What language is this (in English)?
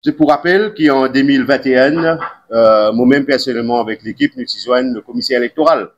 Morisyen